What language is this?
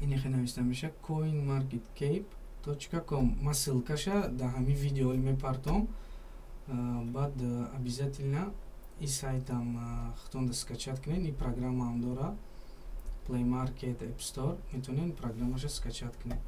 Tajik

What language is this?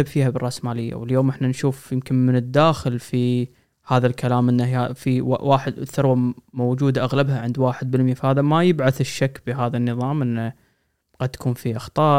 Gulf Arabic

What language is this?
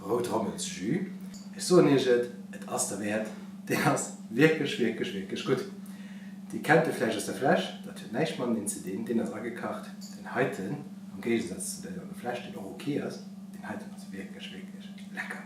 Luxembourgish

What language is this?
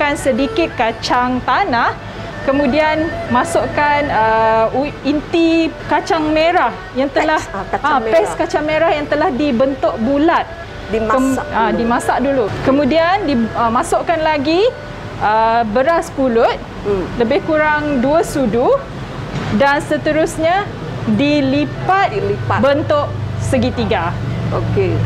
Malay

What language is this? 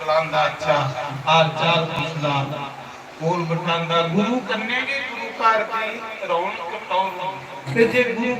Dogri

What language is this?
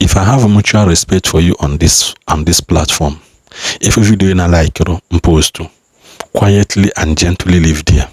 Igbo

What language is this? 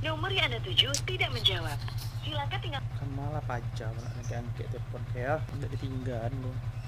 Minangkabau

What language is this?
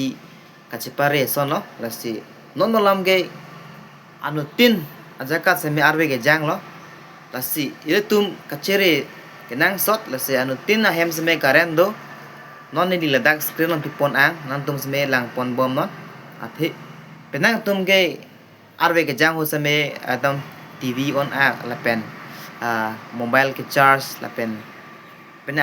Karbi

